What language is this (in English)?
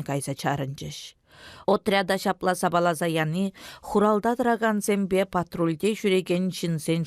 Chuvash